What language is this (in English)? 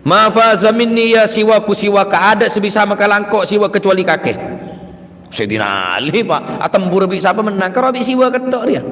Madurese